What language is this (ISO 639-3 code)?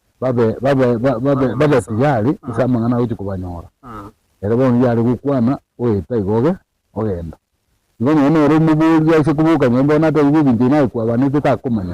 guz